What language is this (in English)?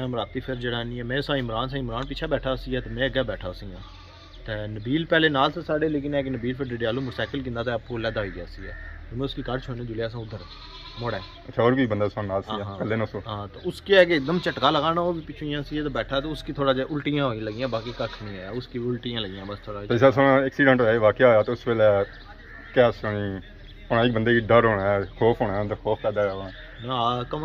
Pahari-Potwari